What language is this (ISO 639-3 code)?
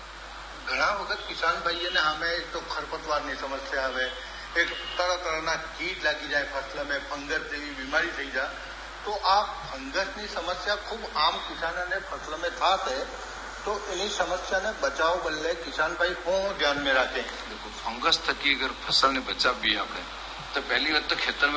guj